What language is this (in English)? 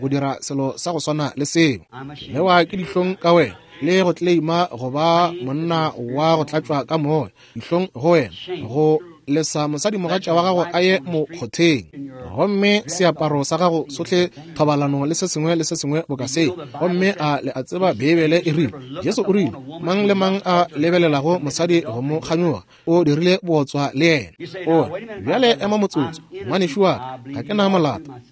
Northern Sotho